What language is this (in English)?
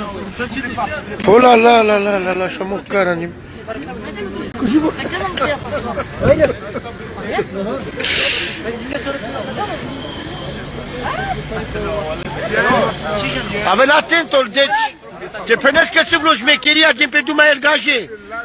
Romanian